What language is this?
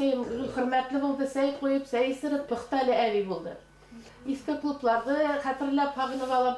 Bashkir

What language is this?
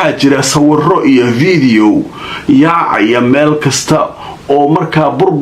Somali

